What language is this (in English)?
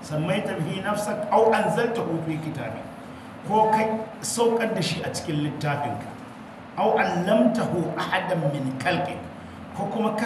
Hausa